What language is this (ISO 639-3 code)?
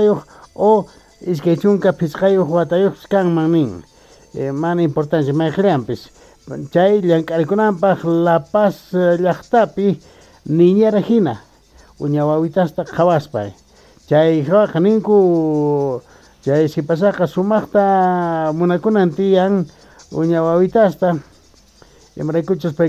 que